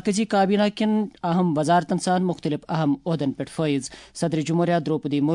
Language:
Kashmiri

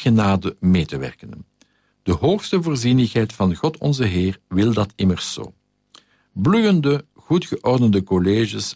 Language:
Dutch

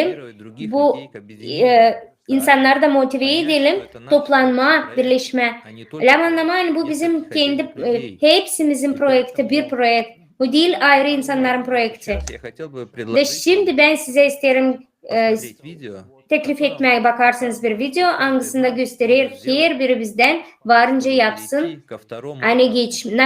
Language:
Gagauz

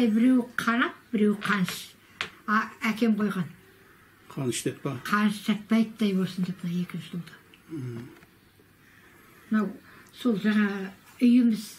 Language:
Kazakh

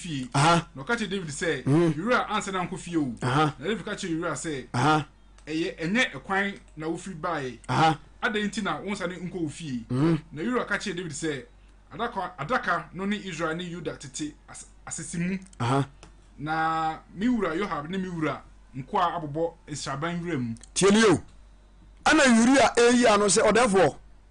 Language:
Akan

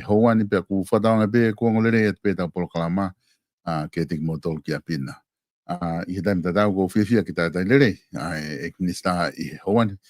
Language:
Tongan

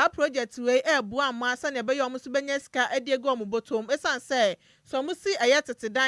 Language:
Akan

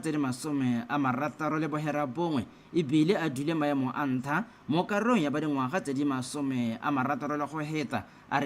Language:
Tswana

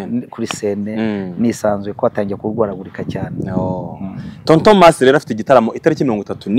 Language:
Kinyarwanda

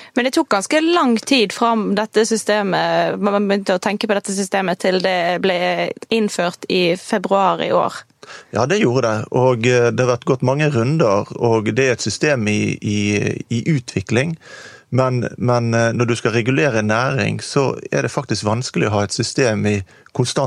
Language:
Norwegian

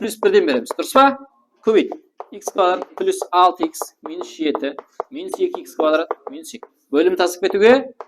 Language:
Kara-Kalpak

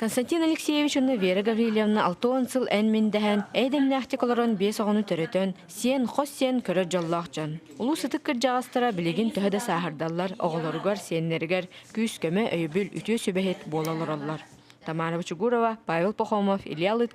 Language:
Yakut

